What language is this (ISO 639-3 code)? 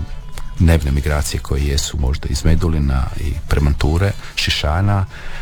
hrv